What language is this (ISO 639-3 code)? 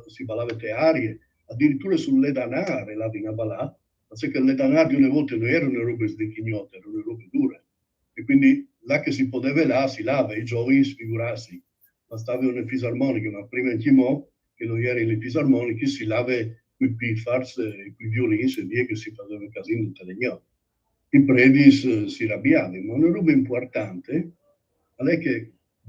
fur